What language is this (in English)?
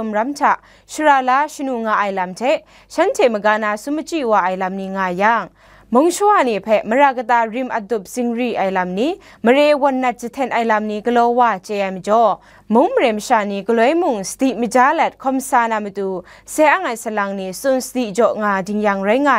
Kachin